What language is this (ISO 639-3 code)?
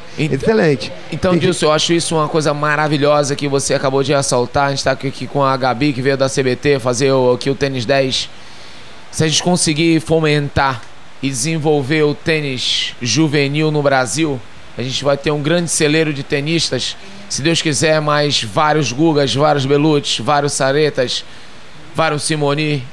por